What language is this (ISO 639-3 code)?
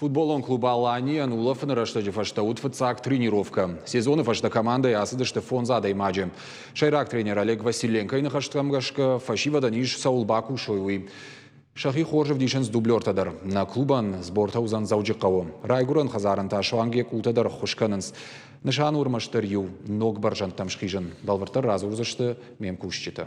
oss